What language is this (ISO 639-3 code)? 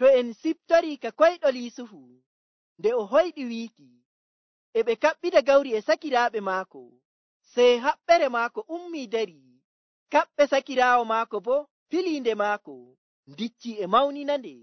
fuv